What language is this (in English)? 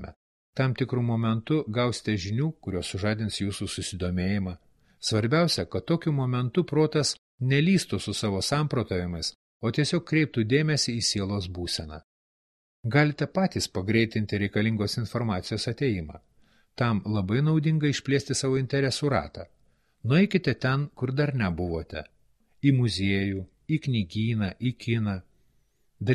Lithuanian